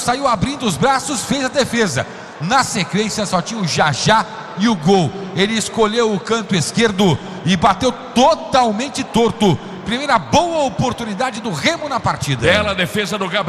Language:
Portuguese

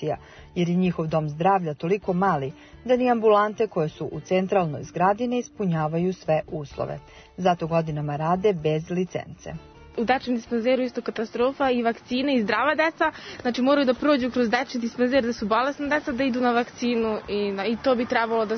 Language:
Serbian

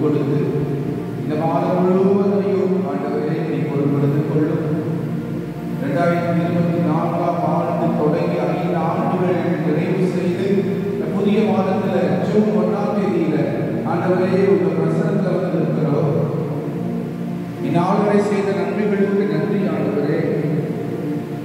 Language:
Tamil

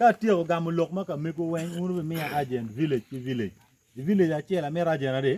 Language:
Acoli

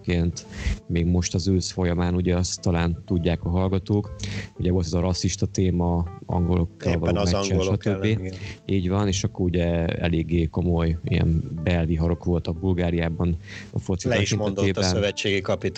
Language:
Hungarian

